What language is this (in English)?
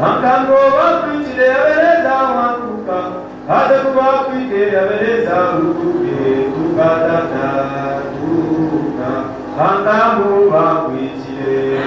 Swahili